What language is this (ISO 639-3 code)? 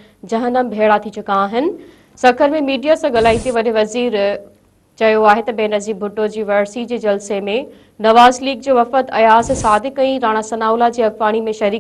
snd